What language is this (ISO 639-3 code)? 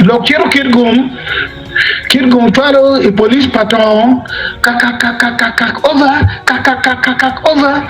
ach